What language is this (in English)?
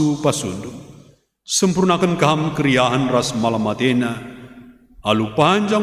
Batak Karo